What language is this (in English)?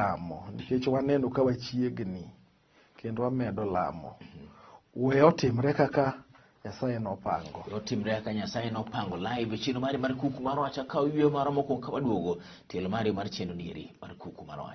Luo (Kenya and Tanzania)